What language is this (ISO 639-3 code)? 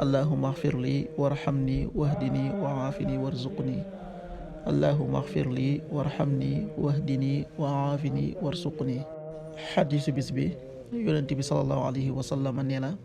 wol